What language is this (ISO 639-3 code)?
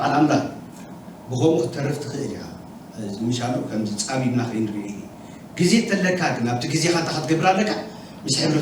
tir